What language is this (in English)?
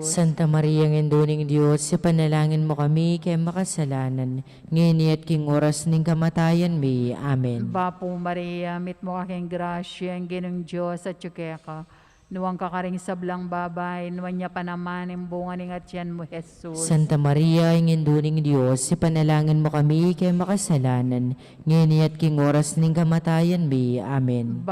Pampanga